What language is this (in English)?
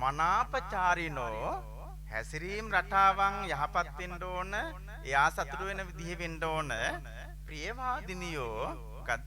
Sinhala